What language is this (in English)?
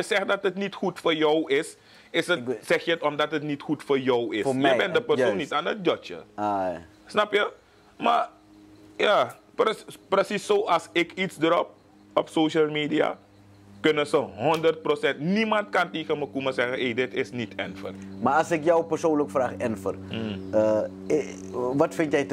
Dutch